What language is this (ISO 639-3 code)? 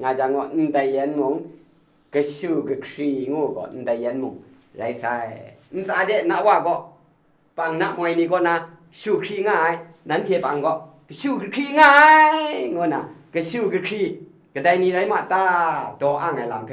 kac